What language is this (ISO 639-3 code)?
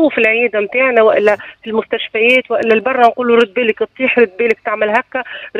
aeb